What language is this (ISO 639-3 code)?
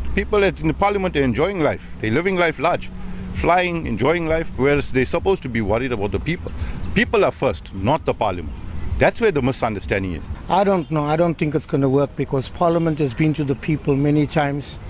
zul